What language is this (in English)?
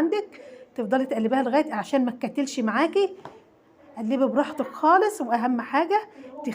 Egyptian Arabic